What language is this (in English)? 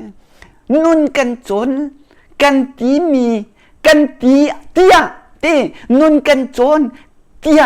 Hakha Chin